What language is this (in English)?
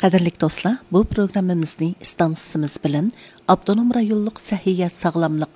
Uyghur